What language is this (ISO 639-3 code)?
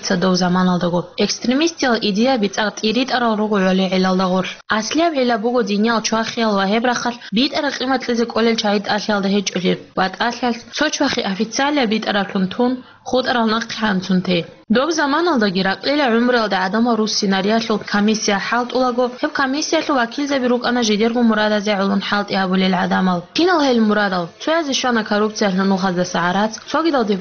ava